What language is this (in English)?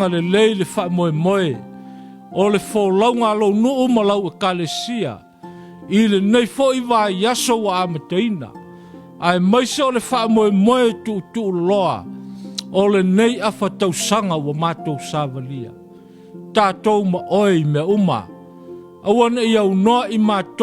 Samoan